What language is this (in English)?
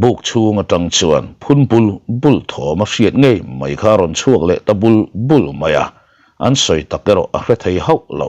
Mizo